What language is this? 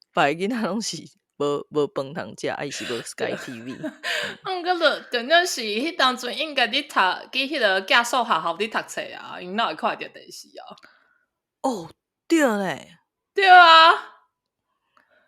Min Nan Chinese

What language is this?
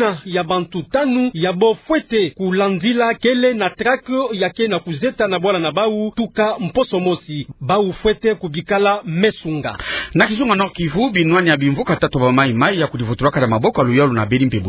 Kituba (Democratic Republic of Congo)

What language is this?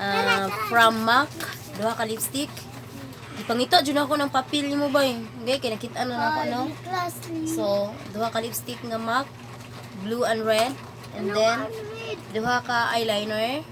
Cebuano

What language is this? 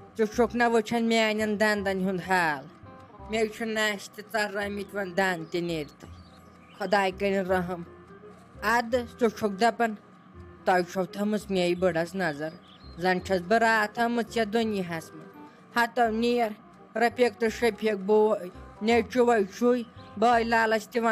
Kashmiri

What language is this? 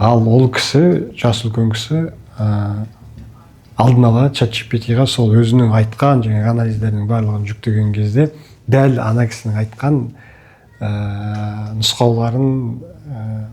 Kazakh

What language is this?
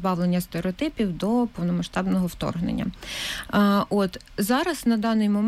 Ukrainian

